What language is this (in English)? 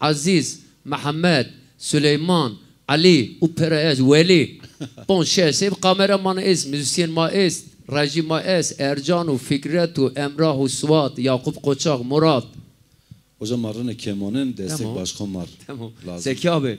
Zaza